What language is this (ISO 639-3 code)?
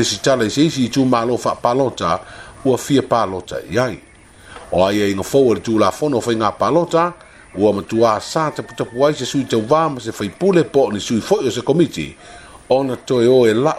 smo